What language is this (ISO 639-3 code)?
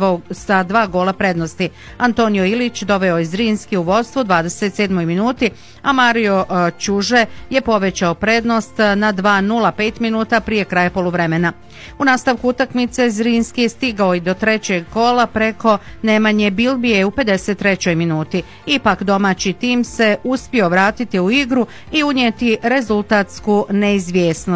bos